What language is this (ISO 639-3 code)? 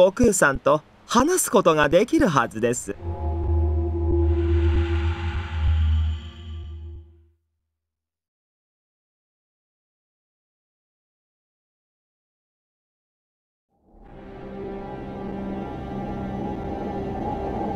jpn